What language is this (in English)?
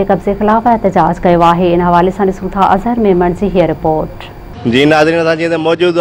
Sindhi